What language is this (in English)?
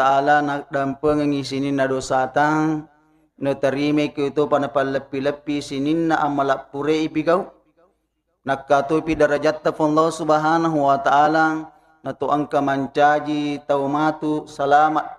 Buginese